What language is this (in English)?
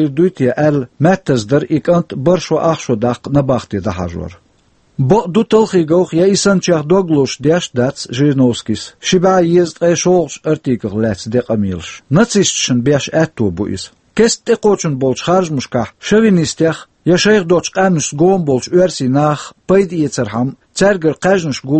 Chechen